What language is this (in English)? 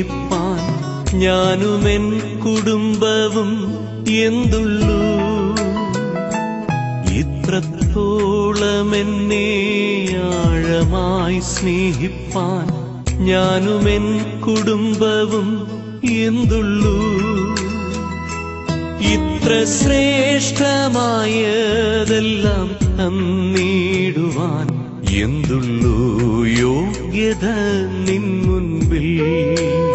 Malayalam